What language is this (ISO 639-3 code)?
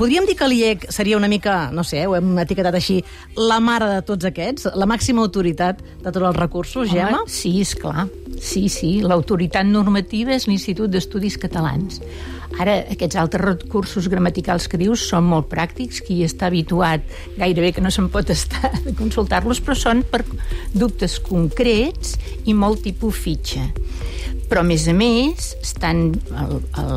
cat